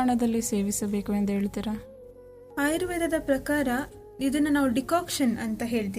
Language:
Kannada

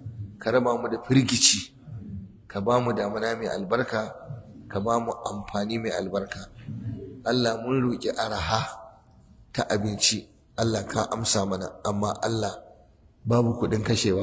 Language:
Hausa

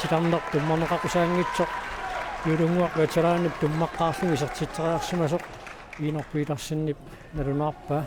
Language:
Kalaallisut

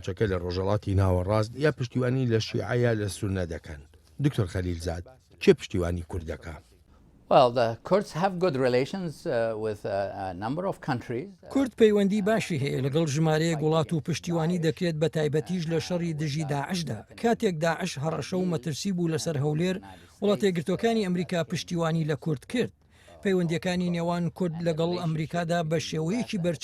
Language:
Central Kurdish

